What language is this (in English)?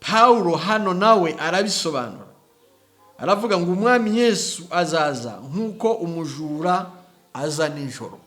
Kinyarwanda